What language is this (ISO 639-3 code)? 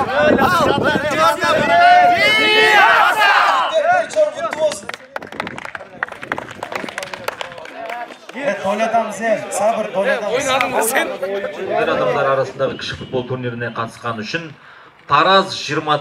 kaz